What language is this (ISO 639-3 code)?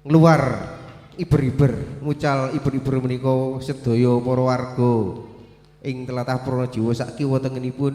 jav